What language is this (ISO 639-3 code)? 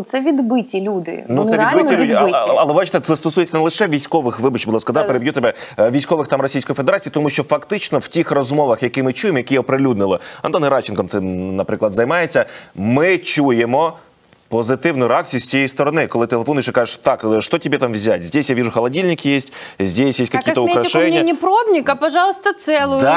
ukr